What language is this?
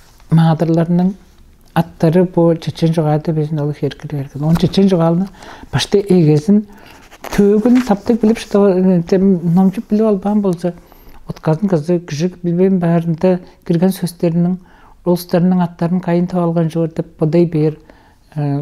Tuvinian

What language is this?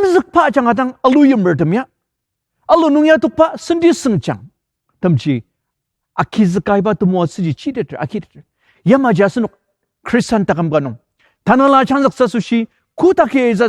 Ao Naga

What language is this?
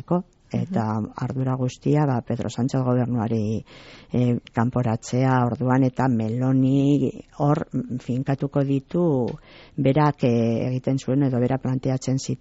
Basque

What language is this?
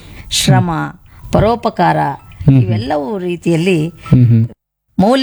Kannada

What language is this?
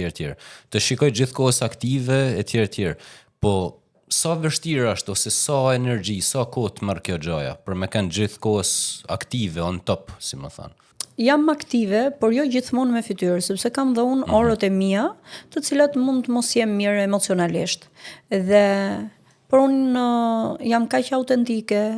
Albanian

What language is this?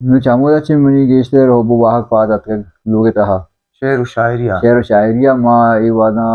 Baluchi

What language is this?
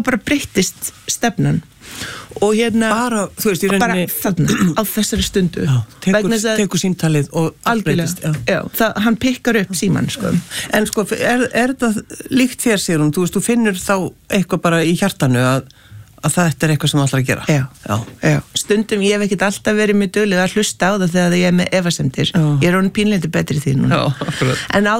Icelandic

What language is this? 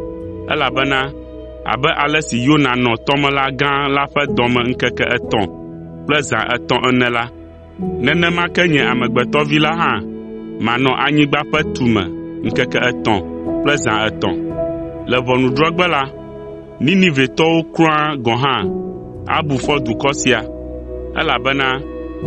Ewe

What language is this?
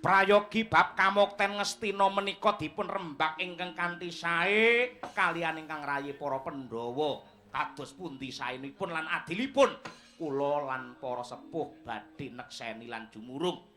Javanese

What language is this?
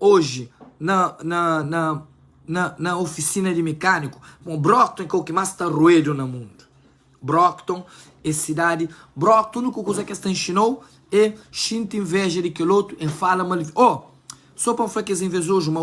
Kabuverdianu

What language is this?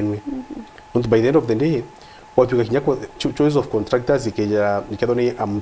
Meru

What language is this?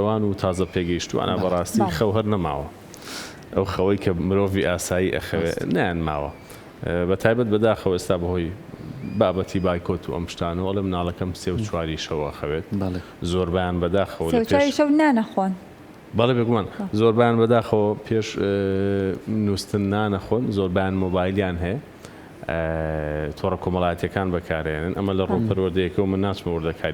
Central Kurdish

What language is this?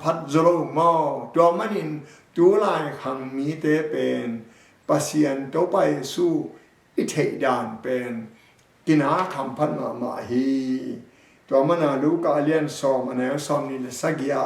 Tedim Chin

